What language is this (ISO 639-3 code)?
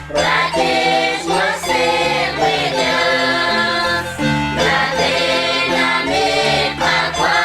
kek